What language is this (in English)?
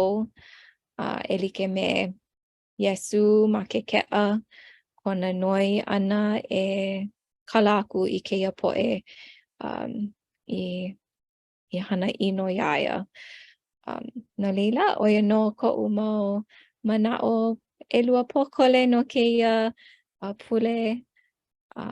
Hawaiian